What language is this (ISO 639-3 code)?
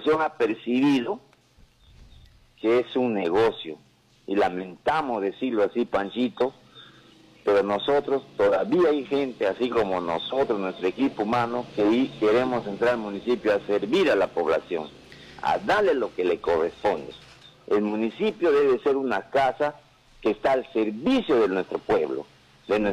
spa